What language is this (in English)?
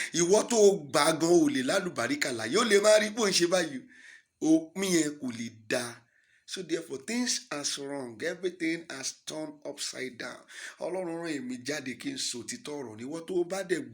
Yoruba